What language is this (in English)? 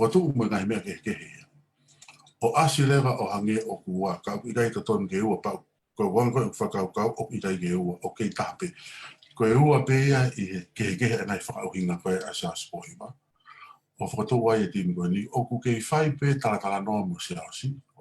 Tongan